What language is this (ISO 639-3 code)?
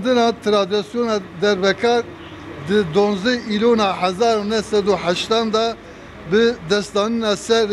kur